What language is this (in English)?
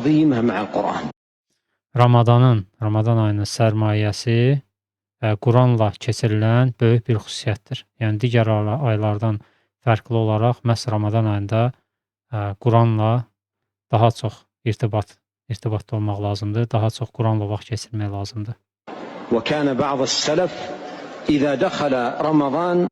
Azerbaijani